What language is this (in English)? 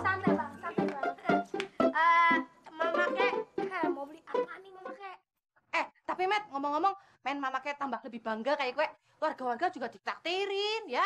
Betawi